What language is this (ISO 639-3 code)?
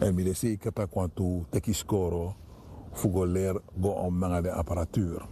srn